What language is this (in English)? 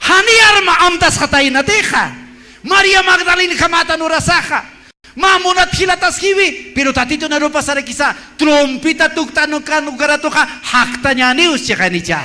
Aymara